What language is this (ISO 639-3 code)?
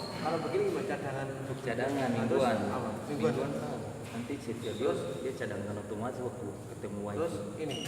abs